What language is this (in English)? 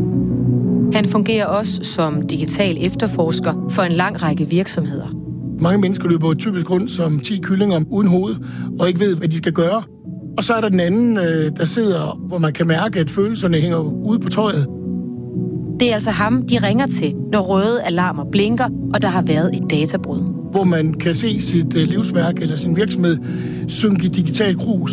Danish